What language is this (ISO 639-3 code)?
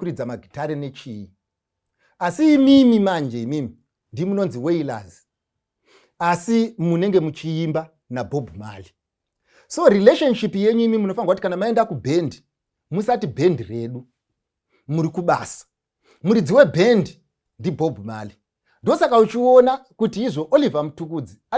sna